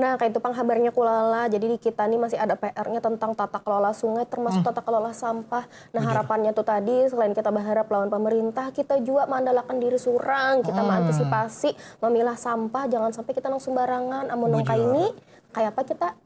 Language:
Banjar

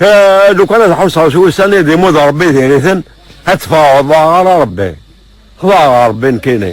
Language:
Kabyle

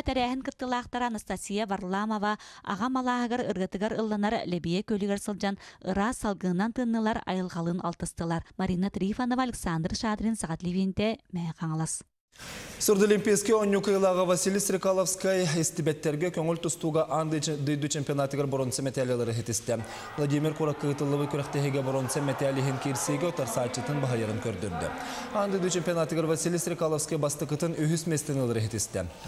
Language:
Yakut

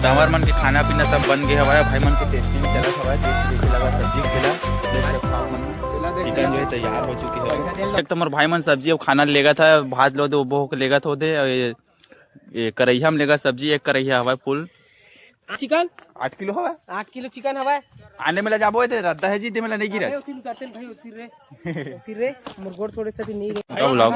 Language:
Chhattisgarhi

